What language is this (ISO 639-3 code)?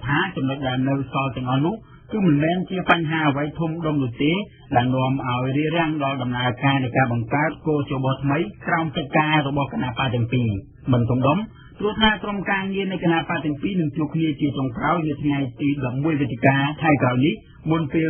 khm